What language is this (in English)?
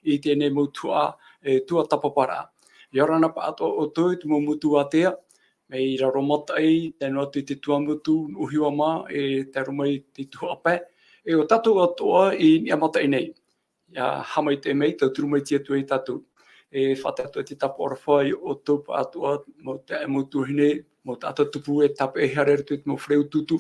Tahitian